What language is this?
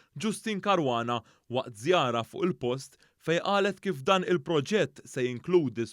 Maltese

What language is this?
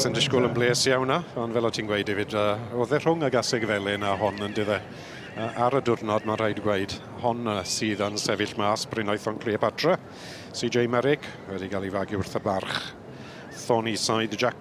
Welsh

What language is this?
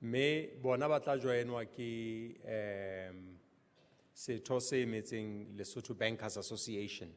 Southern Sotho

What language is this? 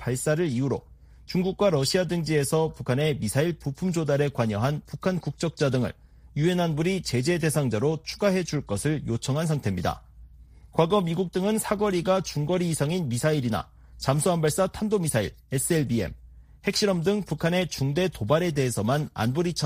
Korean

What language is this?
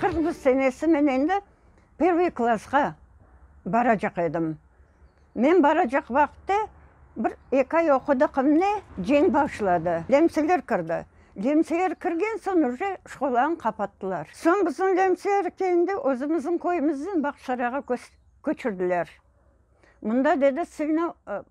Crimean Tatar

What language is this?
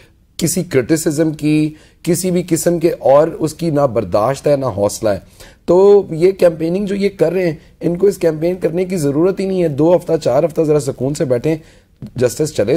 Urdu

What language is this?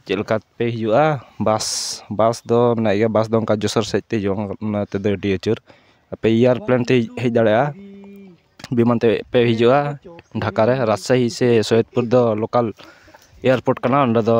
Santali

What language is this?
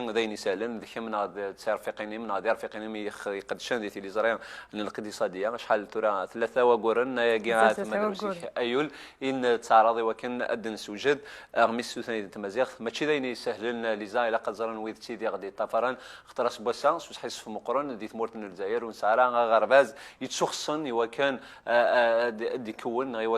Kabyle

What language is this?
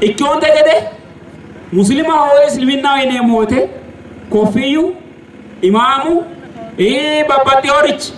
Sidamo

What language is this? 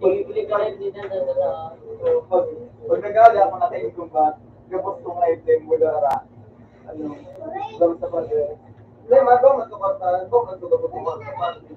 Bikol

